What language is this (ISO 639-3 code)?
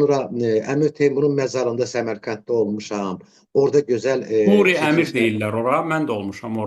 aze